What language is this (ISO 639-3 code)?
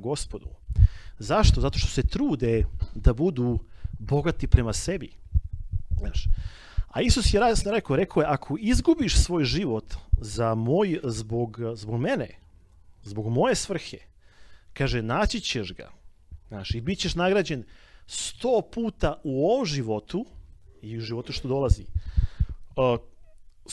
srp